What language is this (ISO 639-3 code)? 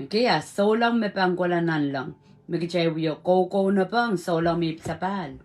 pon